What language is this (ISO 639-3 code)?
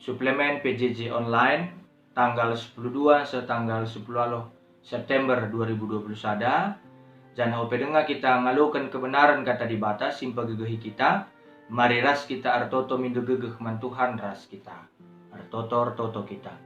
btx